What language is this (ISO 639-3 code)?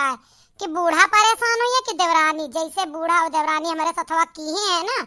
awa